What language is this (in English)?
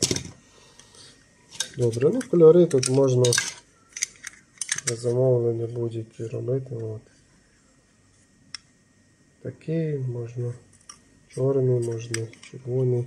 Ukrainian